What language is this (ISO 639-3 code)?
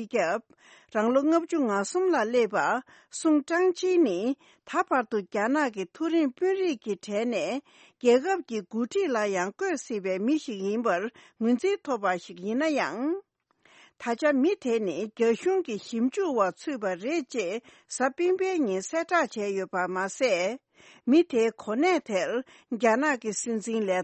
bod